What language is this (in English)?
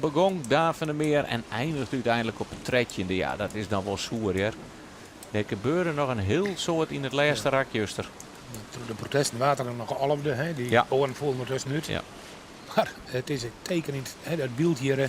Western Frisian